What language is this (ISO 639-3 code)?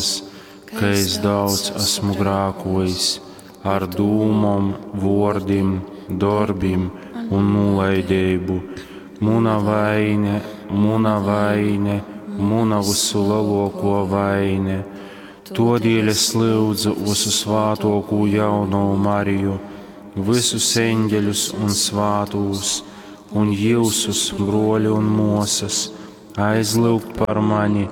ltg